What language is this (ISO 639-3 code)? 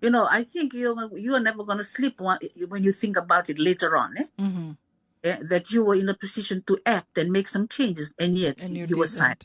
fij